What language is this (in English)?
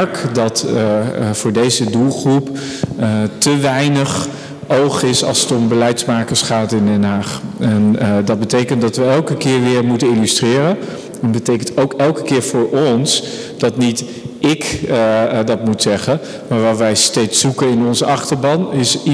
Dutch